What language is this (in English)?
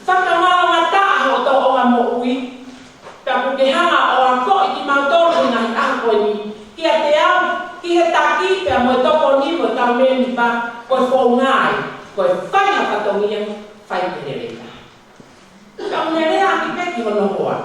Tongan